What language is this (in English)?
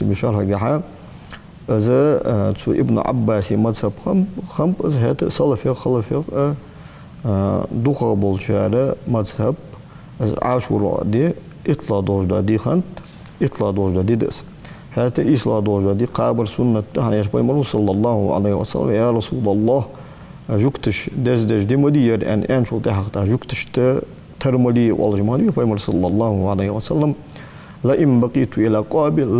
Ingush